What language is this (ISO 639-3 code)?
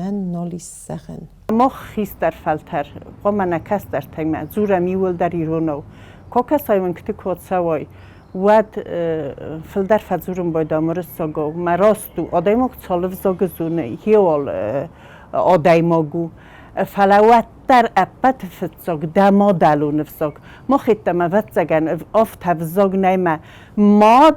oss